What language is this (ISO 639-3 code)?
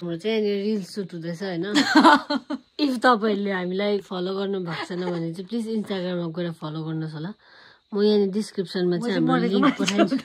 nep